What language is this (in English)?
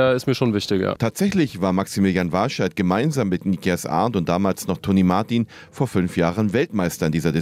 German